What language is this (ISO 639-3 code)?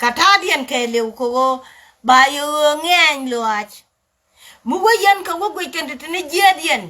nus